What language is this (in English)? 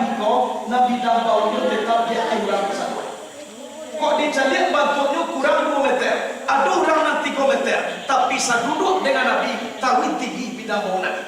Minangkabau